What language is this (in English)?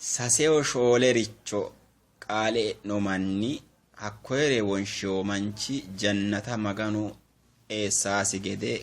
Sidamo